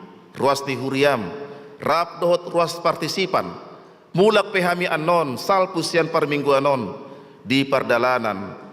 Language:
Batak Toba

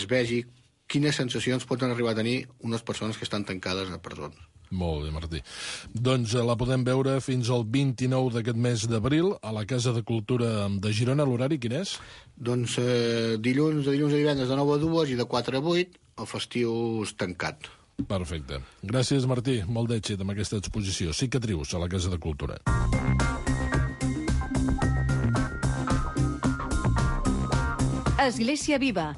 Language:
Catalan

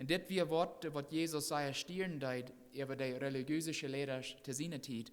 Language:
Plautdietsch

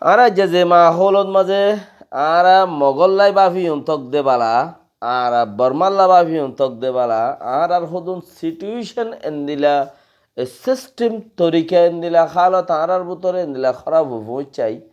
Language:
Rohingya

